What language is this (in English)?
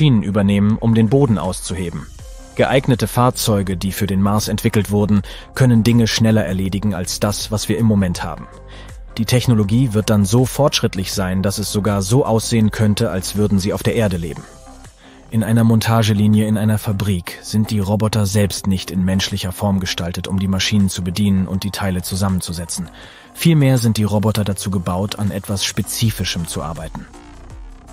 German